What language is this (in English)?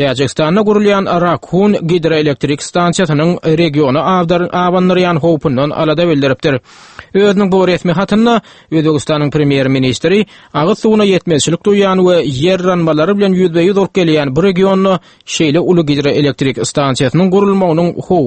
Turkmen